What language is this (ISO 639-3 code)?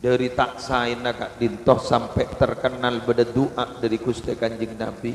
mad